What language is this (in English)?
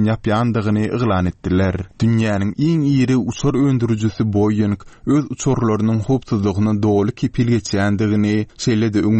Turkmen